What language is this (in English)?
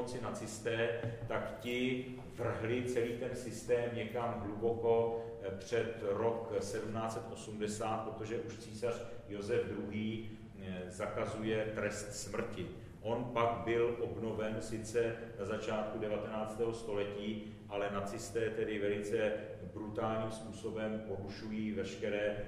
Czech